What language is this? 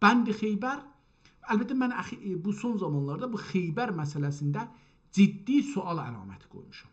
South Azerbaijani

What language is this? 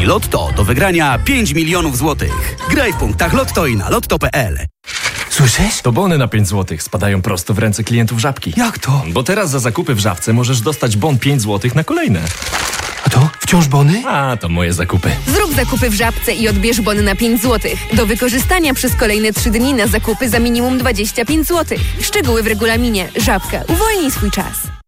Polish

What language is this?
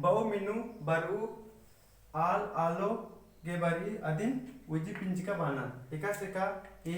Kurukh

